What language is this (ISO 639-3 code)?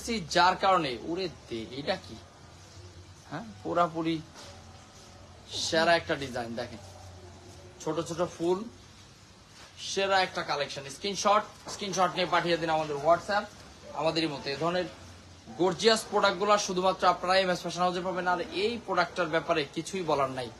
ben